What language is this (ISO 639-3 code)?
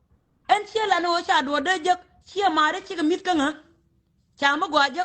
nus